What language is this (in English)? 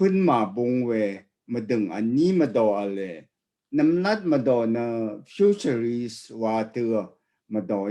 Rawang